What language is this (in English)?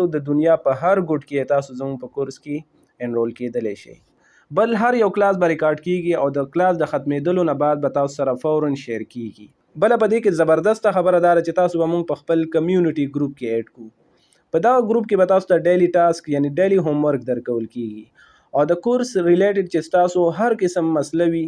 Pashto